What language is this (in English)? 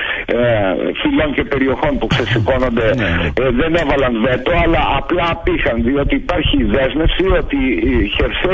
Greek